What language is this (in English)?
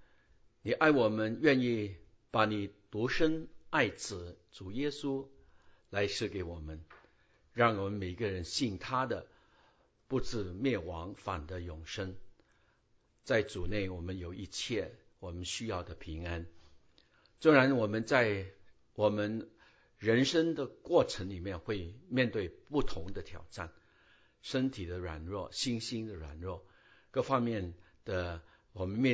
Chinese